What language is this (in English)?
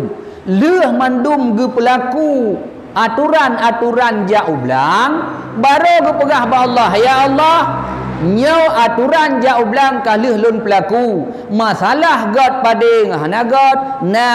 Achinese